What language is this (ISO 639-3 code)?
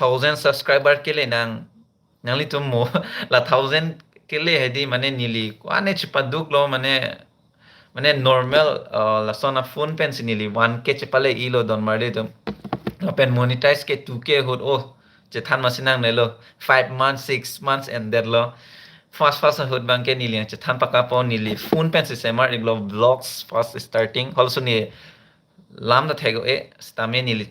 mjw